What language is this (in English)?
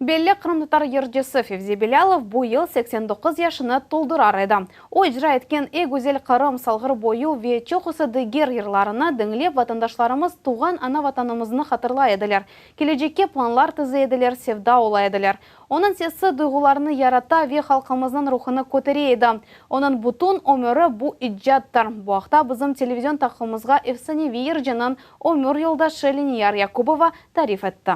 Crimean Tatar